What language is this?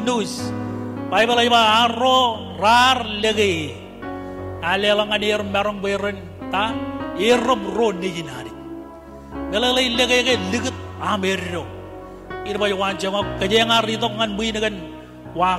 Marshallese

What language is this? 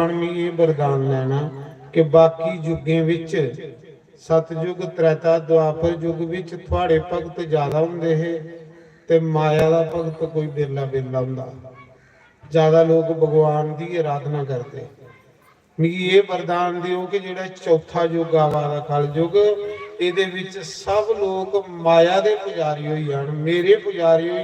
Dogri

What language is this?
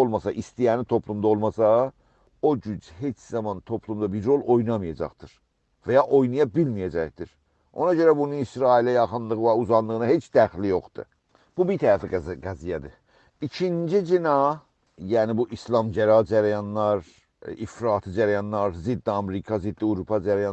South Azerbaijani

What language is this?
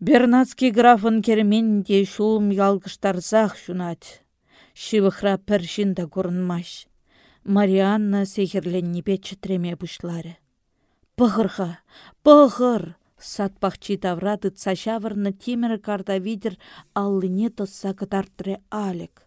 Chuvash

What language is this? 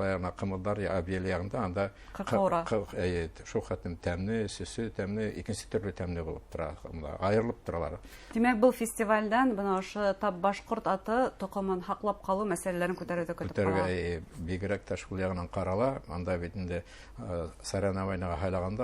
Bashkir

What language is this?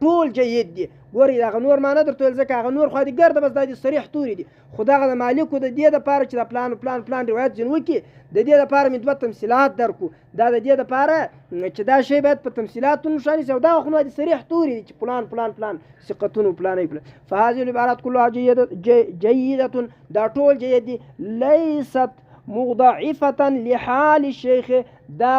Pashto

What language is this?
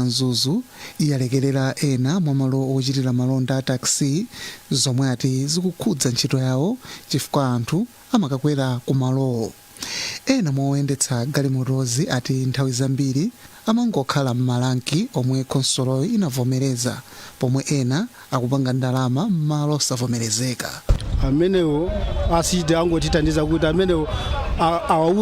Nyanja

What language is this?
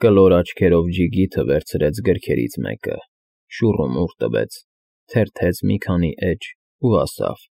Armenian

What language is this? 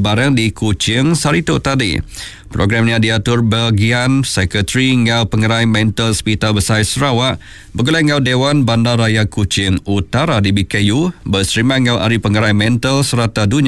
Iban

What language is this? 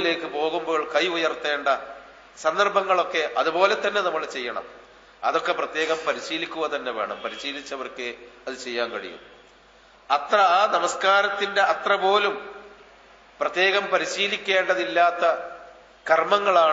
Malayalam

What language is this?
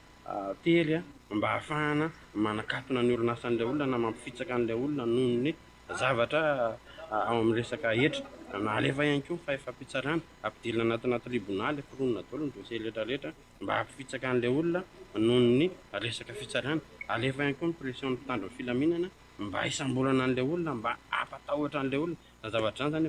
Malagasy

